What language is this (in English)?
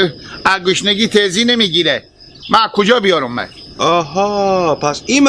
Hazaragi